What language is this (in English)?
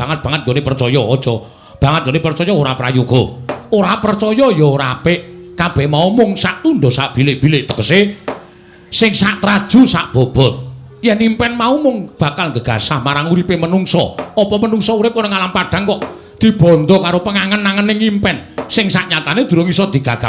Javanese